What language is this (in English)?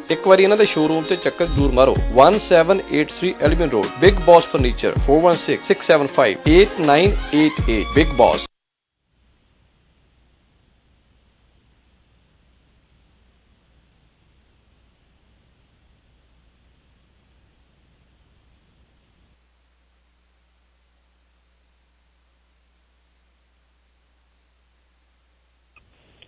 Punjabi